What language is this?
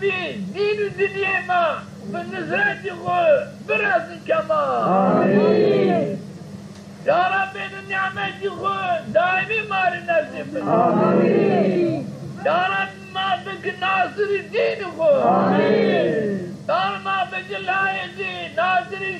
Zaza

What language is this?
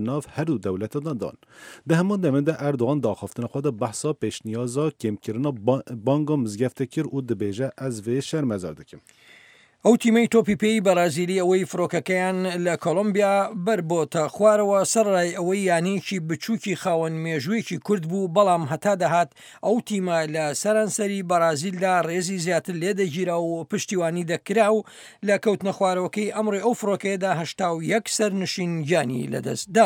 Central Kurdish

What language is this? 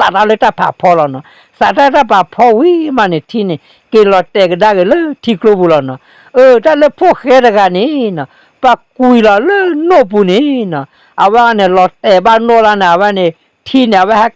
S'gaw Karen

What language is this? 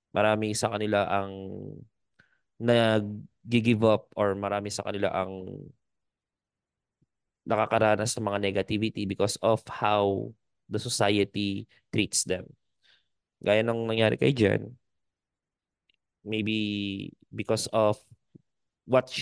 Filipino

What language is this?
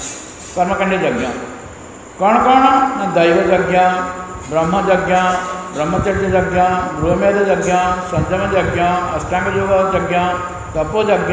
Odia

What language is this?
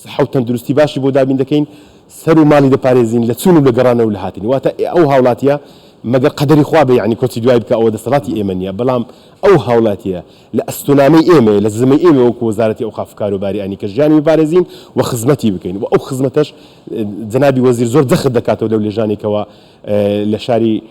Central Kurdish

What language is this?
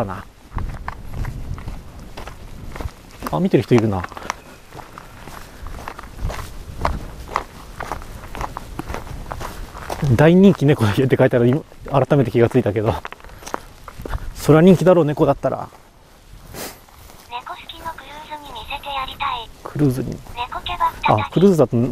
Japanese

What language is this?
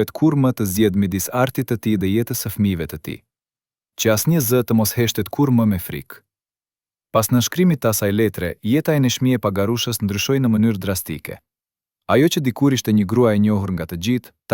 Albanian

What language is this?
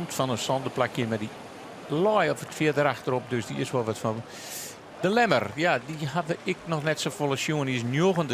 Western Frisian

